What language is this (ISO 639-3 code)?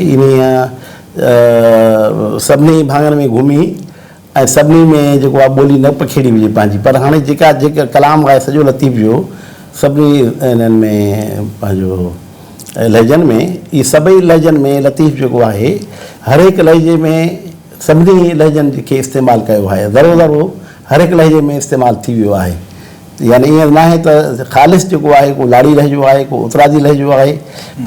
snd